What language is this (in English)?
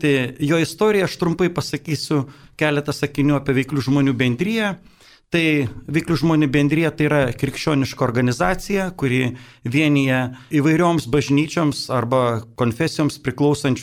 Lithuanian